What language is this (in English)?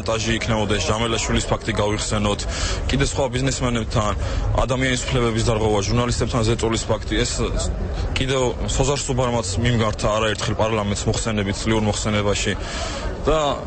Georgian